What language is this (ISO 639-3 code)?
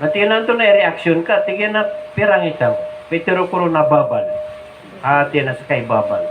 mrw